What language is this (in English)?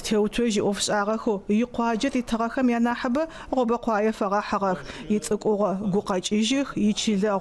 Adyghe